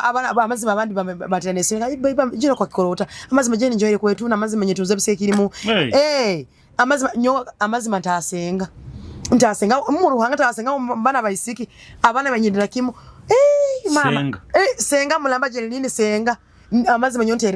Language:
Nyoro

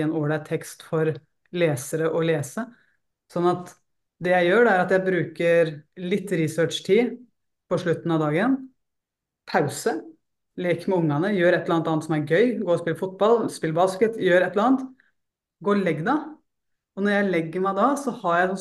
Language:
Norwegian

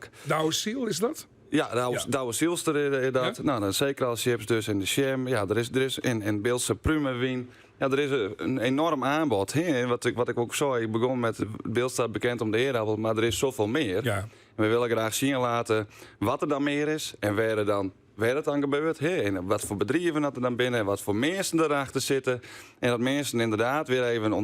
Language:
Western Frisian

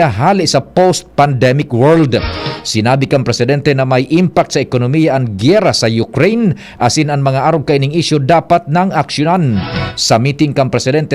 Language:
Bikol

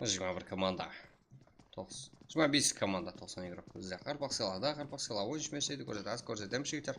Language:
Kara-Kalpak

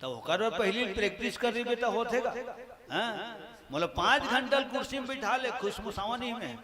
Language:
Chhattisgarhi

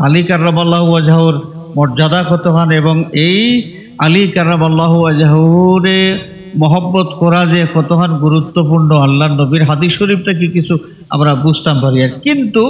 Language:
Sylheti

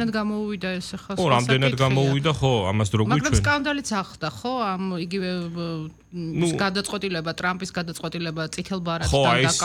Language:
Georgian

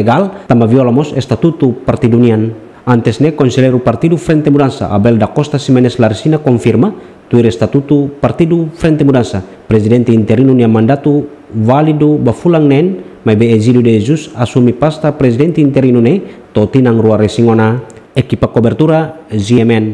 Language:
Tetum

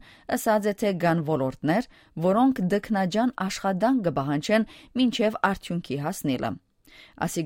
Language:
Armenian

